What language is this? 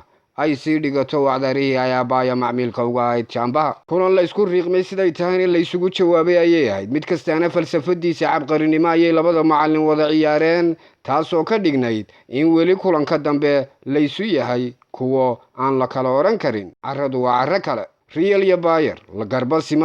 Somali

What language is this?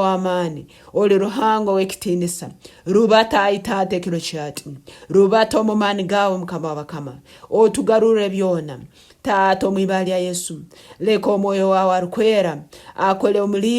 Nyankole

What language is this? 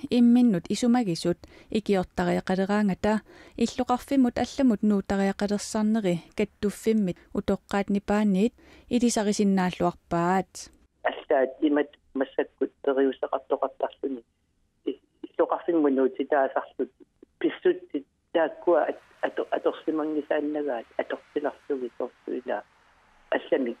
Kalaallisut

